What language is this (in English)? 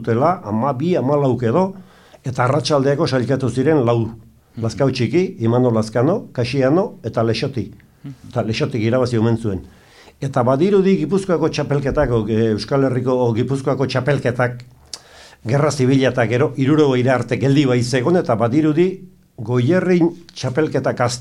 Basque